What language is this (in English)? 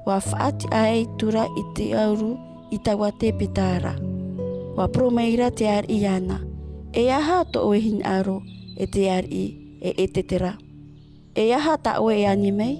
Tahitian